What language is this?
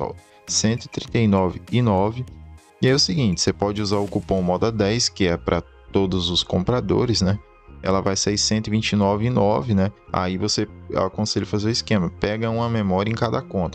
Portuguese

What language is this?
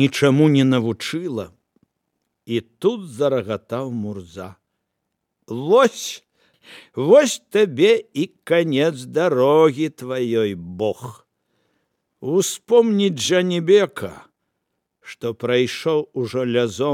Belarusian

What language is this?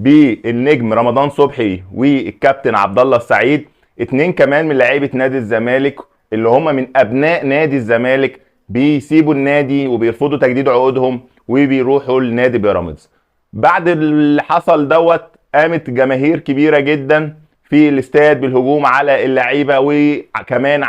Egyptian Arabic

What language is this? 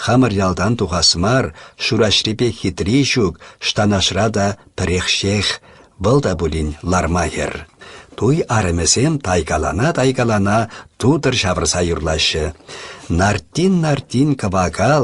Chuvash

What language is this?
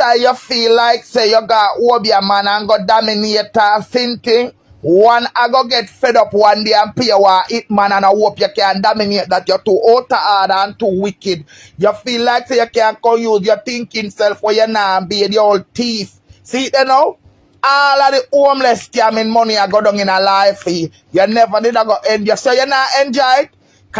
Jamaican Creole English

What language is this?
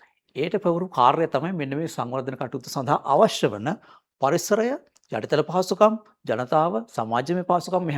Sinhala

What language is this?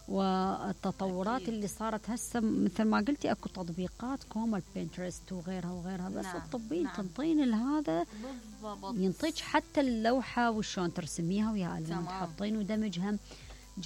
Mesopotamian Arabic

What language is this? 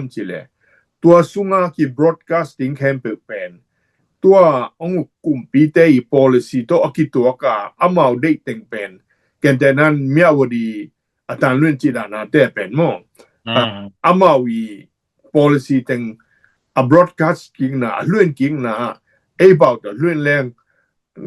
Tedim Chin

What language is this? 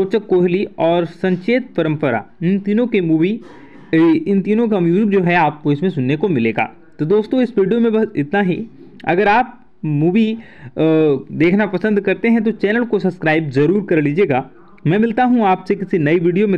Hindi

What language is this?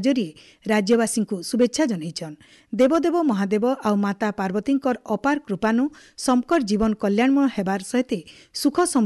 Odia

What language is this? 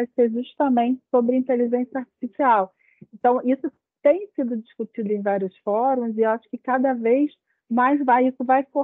Portuguese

